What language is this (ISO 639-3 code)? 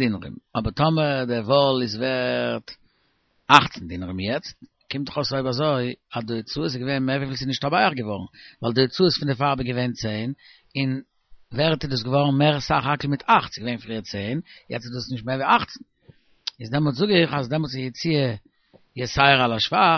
yid